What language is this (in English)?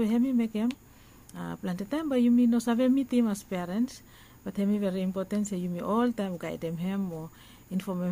Bislama